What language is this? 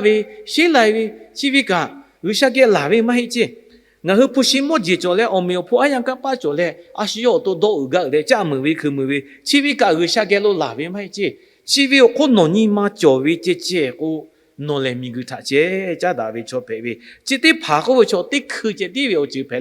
Lahu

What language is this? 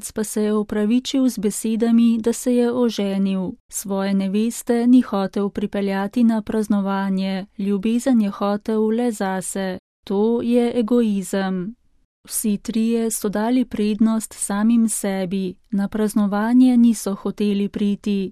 Slovenian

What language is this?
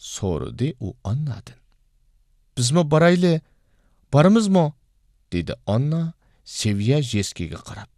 Uyghur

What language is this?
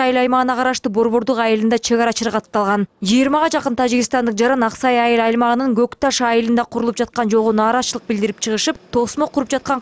Kyrgyz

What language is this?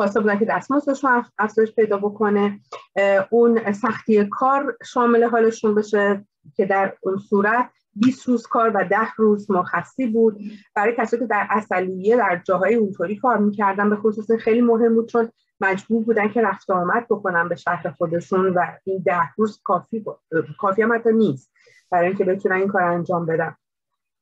Persian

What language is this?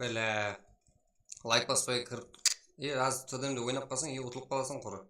Kara-Kalpak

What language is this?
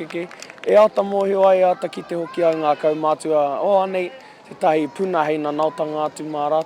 Māori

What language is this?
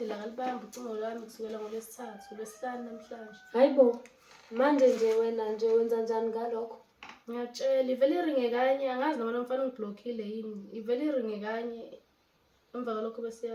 Zulu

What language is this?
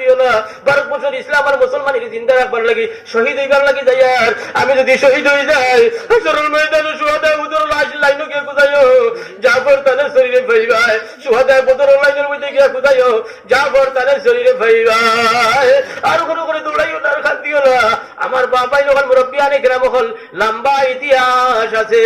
Sylheti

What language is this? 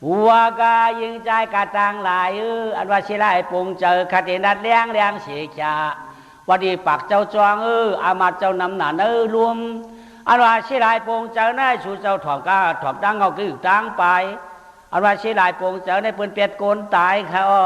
Shan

